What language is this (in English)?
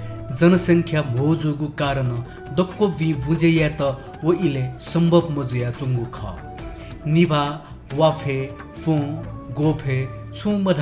Newari